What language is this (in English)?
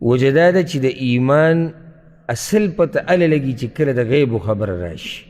Pashto